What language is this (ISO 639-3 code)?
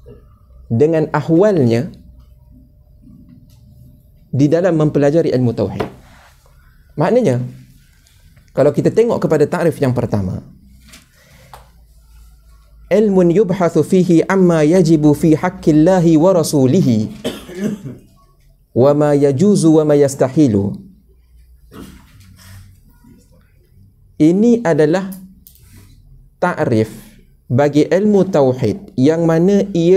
msa